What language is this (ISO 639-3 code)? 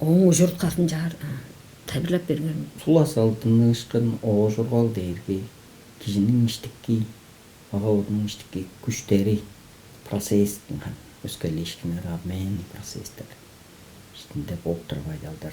tyv